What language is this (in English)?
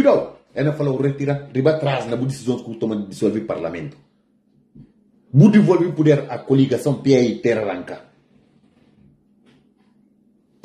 Portuguese